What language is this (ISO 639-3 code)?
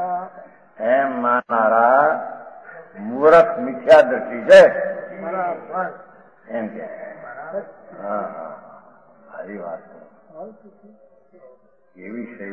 guj